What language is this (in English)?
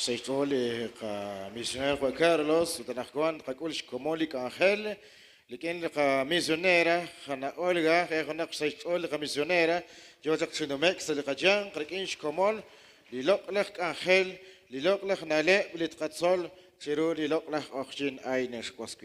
Kekchí